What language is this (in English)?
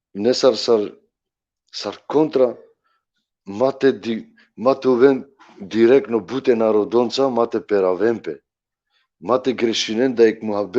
Balkan Romani